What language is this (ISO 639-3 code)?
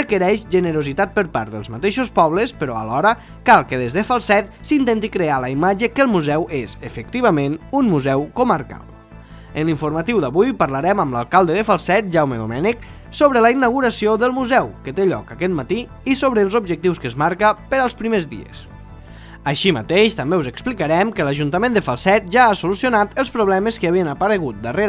cat